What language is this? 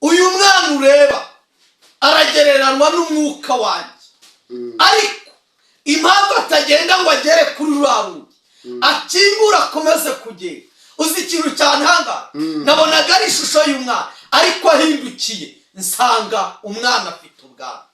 Kinyarwanda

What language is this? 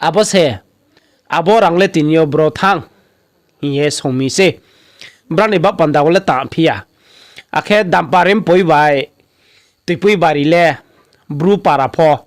Riang (India)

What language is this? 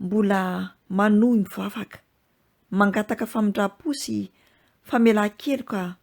Malagasy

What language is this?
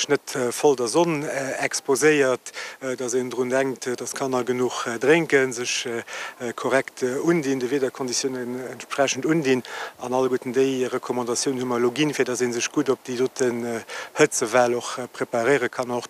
Luxembourgish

